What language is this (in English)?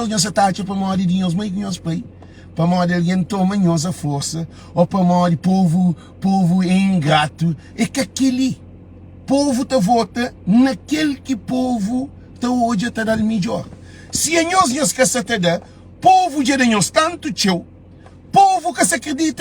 Kabuverdianu